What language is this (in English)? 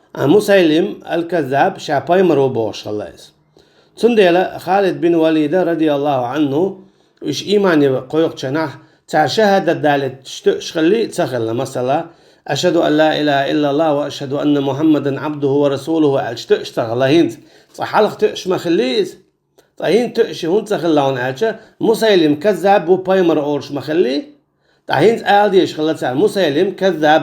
Chechen